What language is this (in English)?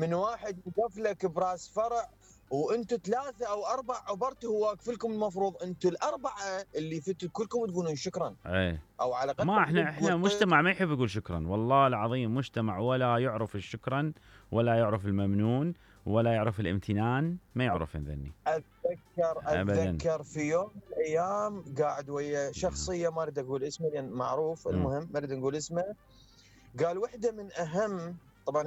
Mesopotamian Arabic